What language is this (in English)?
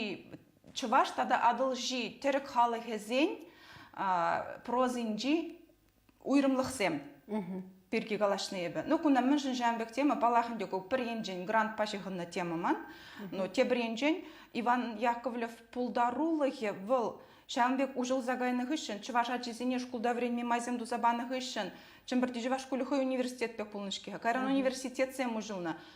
Chuvash